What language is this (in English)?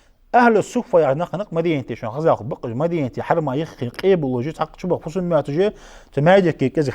Ingush